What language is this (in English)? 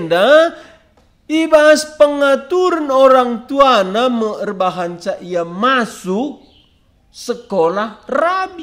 Batak Karo